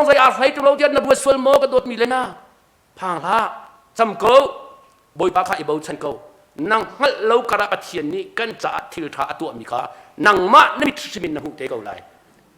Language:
Hakha Chin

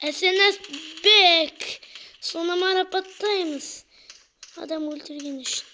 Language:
Kazakh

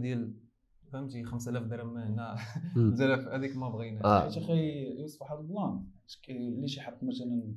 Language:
Moroccan Arabic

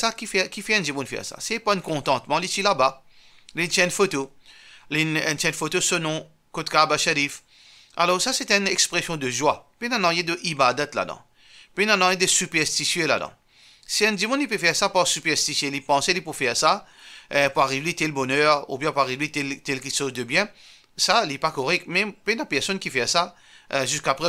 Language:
Morisyen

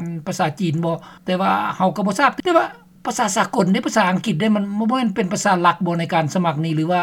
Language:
Lao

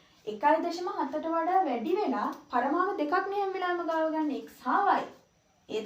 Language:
Sinhala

